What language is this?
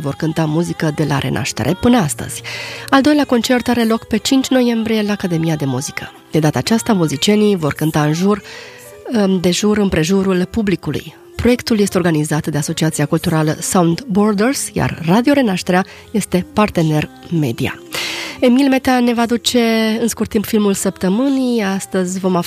Romanian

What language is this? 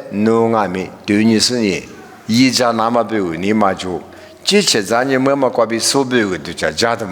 Lisu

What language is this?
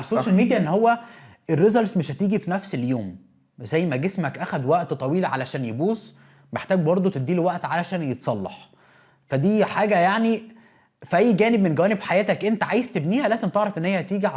Egyptian Arabic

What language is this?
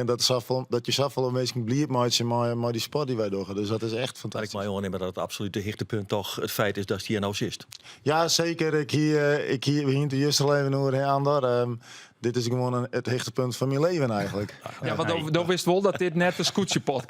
Western Frisian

